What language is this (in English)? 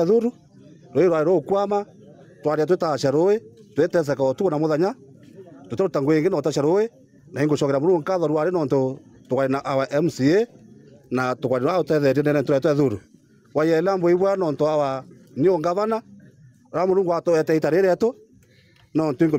Meru